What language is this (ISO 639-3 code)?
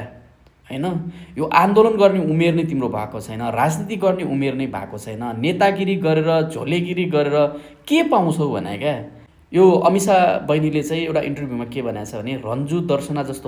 nep